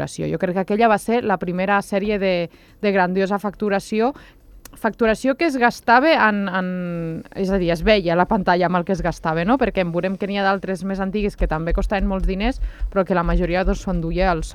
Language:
Catalan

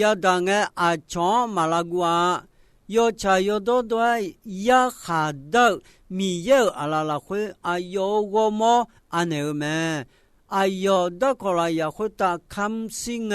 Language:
Akha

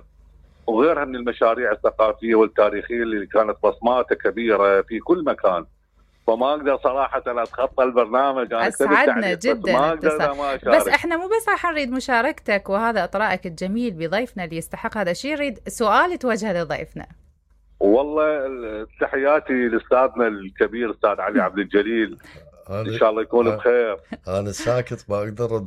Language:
Mesopotamian Arabic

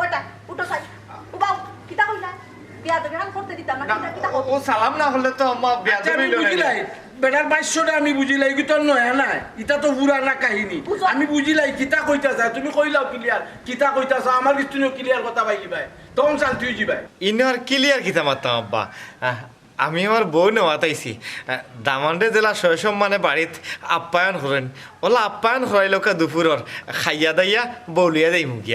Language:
Sylheti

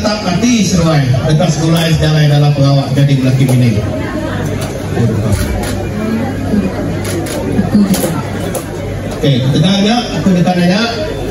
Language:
Malay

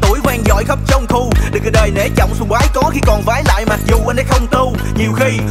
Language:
Vietnamese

